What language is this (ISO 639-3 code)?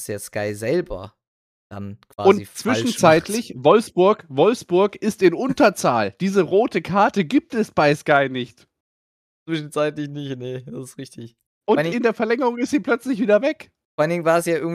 deu